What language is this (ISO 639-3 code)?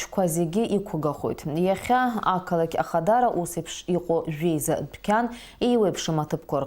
abk